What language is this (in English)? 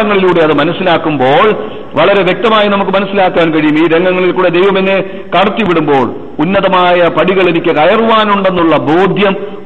Malayalam